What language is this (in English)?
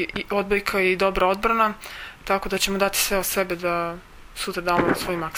Serbian